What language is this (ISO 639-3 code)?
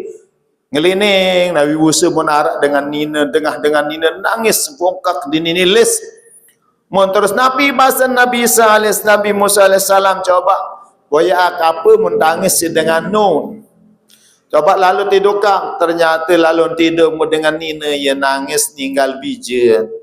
sas